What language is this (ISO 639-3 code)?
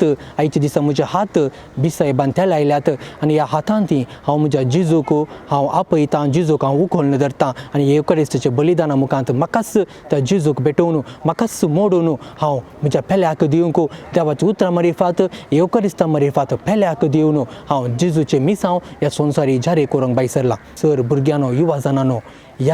kok